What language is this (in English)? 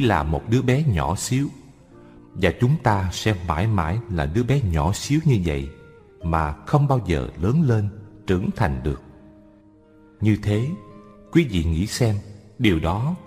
Vietnamese